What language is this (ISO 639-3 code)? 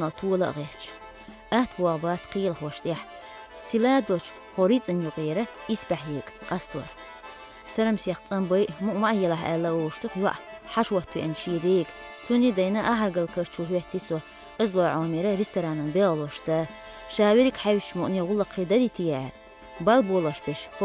che